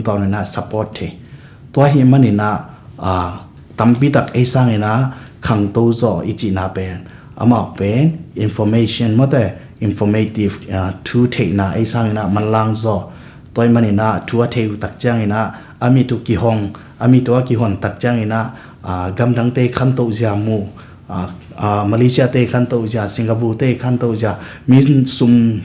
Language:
Tedim Chin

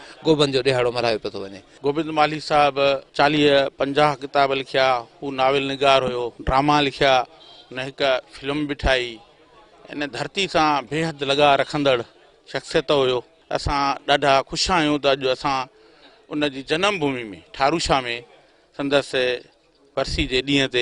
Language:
Sindhi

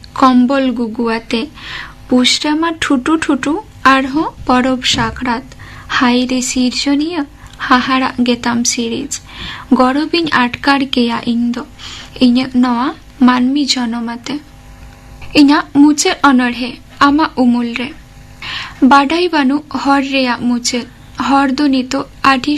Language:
Santali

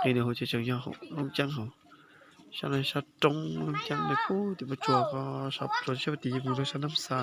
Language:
Hmong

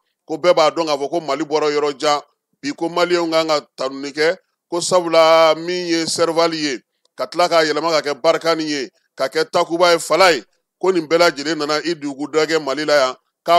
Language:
Bambara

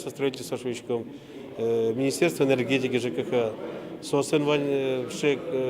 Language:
Udmurt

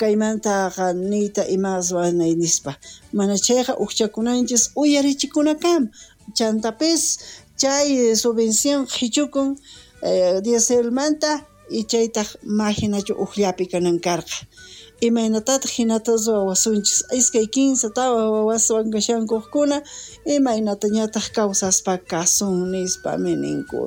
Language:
South Bolivian Quechua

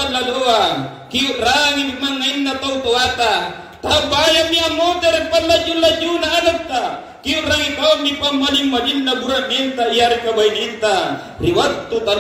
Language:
Makasar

